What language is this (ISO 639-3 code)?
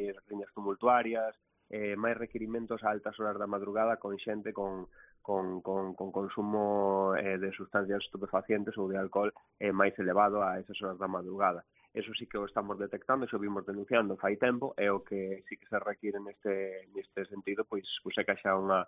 glg